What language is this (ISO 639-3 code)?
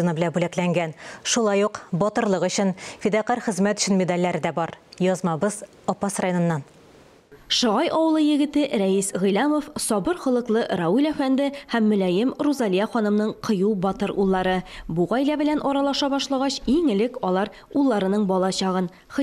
tat